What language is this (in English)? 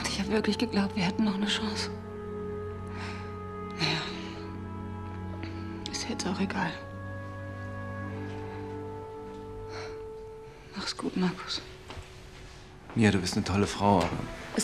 German